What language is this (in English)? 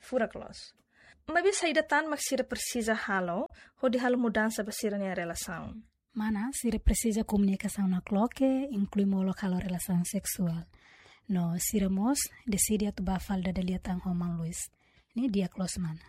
Tetum